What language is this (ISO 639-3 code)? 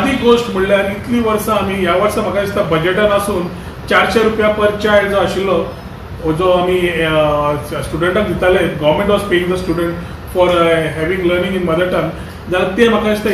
kok